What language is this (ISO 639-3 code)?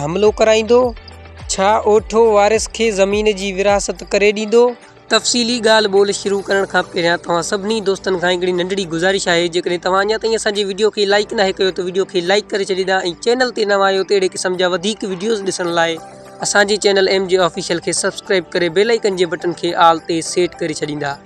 snd